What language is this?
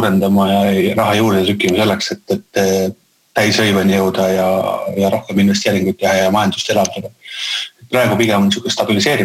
Estonian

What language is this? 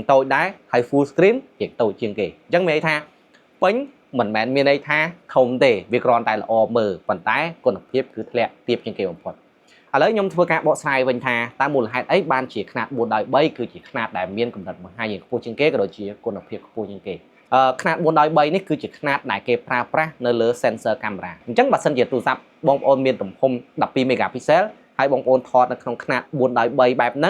Khmer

